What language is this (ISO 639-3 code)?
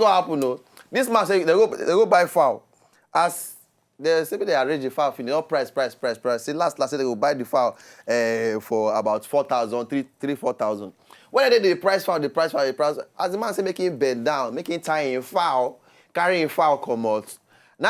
pcm